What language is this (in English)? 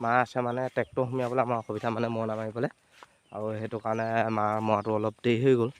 Assamese